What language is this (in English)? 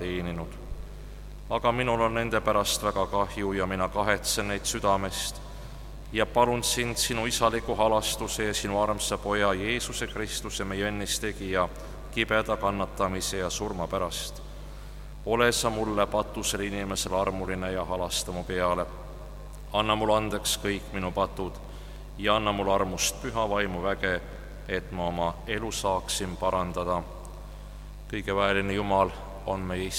Estonian